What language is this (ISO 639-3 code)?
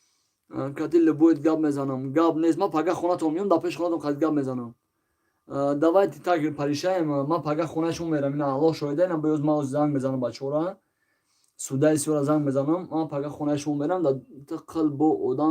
tgk